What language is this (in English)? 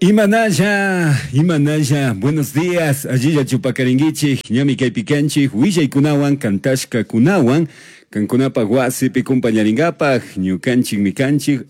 Chimborazo Highland Quichua